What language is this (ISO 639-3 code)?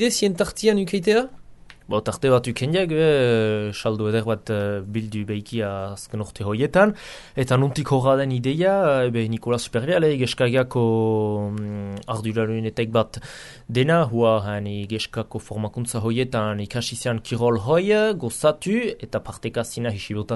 eus